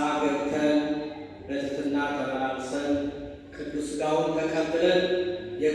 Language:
Amharic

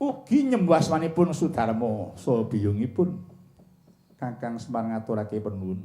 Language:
Javanese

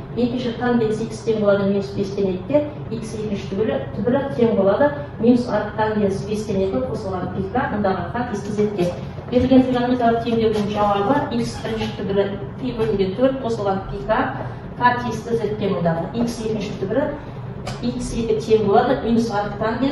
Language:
Kazakh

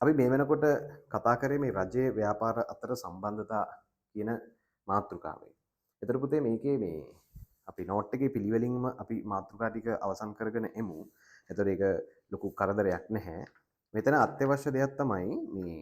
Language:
Sinhala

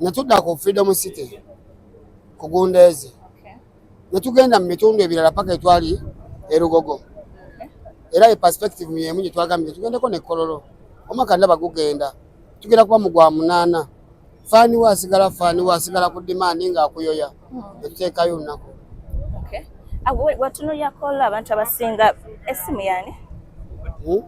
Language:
Ganda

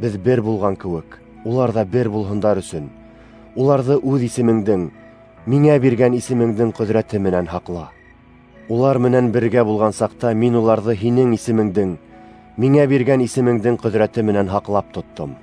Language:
Bashkir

